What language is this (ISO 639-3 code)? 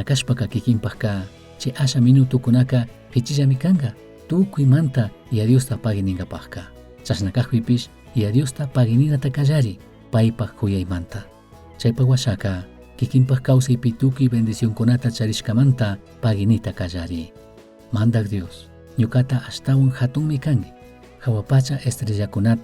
qug